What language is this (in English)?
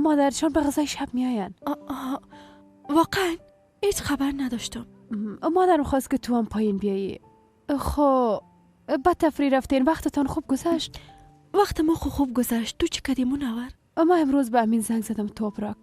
Persian